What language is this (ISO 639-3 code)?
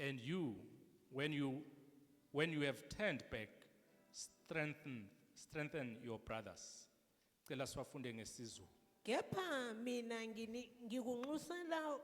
zul